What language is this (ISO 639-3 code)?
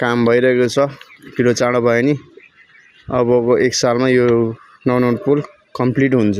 nep